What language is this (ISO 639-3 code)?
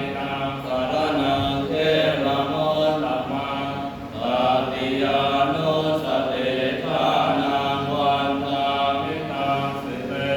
pli